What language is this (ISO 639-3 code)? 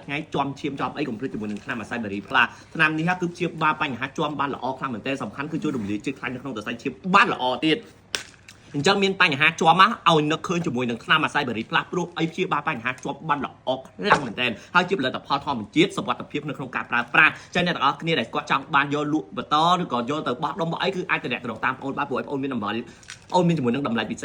khm